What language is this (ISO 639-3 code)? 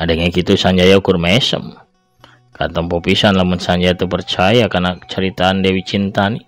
sun